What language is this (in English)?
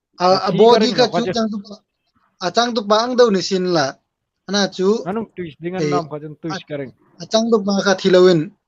Hmar